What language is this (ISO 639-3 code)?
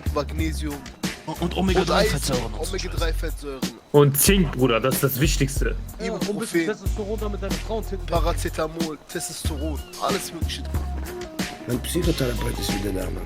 gsw